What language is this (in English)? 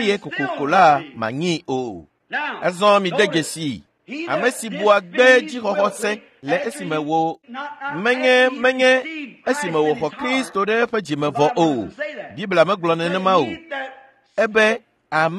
Ewe